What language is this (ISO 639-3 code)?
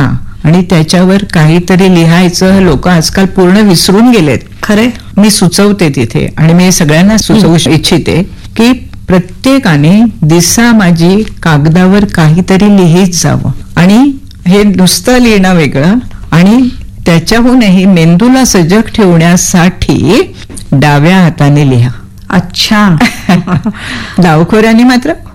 mar